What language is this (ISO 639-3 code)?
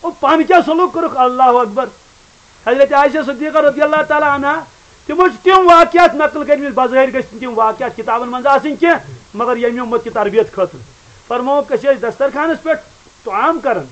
kas